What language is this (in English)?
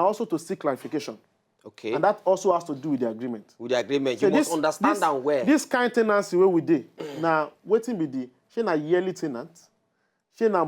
Nigerian Pidgin